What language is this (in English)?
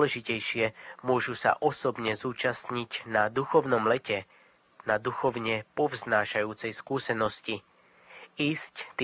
Slovak